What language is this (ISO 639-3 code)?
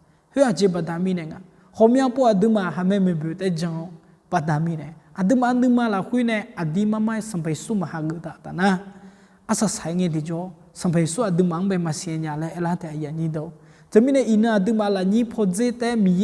ahk